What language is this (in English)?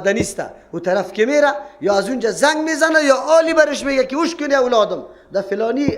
Persian